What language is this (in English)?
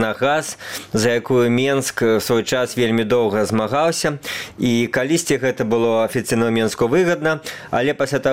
Belarusian